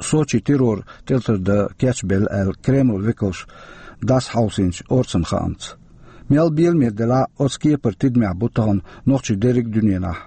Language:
Chechen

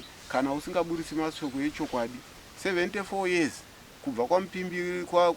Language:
Shona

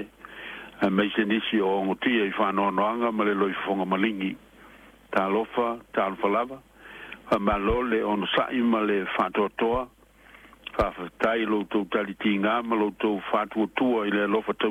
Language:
Samoan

